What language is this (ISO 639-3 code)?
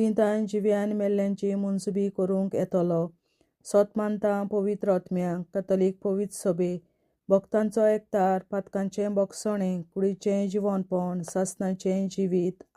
kok